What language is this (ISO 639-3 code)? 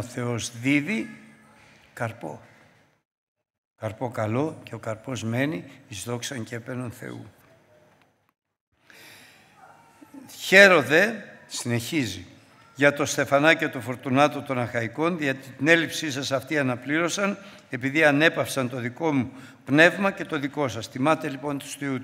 ell